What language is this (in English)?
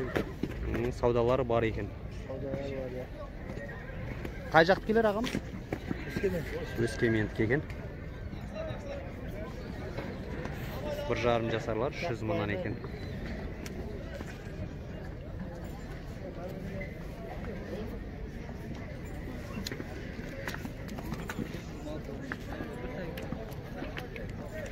Kazakh